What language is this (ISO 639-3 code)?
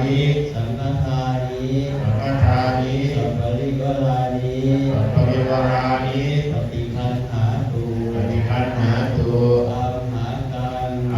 pli